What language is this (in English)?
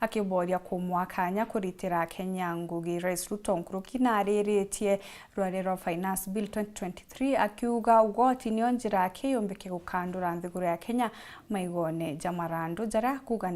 Meru